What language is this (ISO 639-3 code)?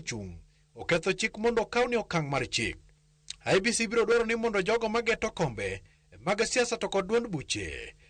luo